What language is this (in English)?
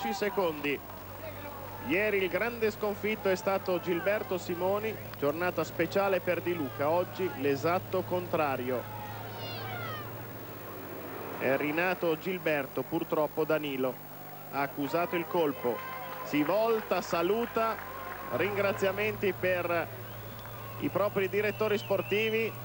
Italian